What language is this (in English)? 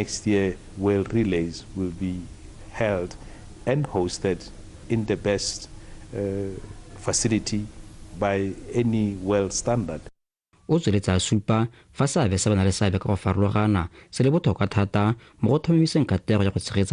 Tswana